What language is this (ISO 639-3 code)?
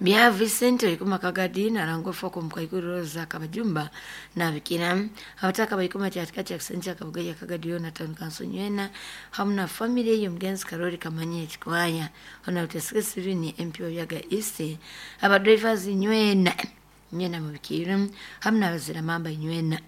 nyn